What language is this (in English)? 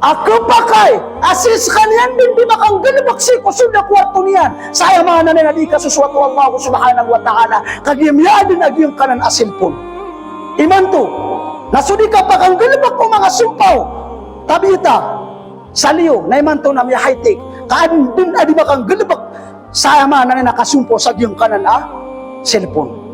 Maranao